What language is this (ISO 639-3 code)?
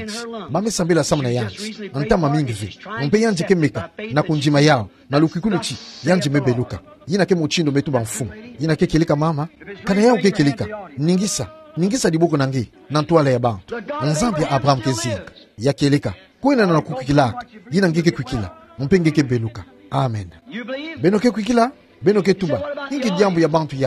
ktu